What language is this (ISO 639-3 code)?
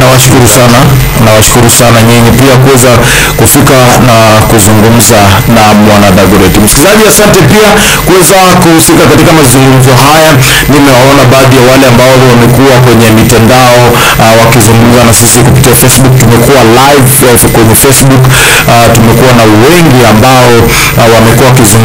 swa